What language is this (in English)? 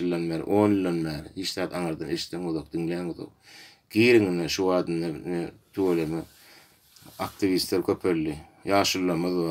Turkmen